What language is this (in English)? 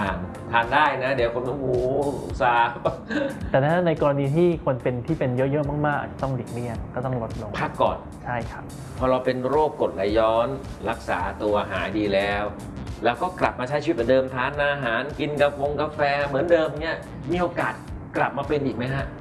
Thai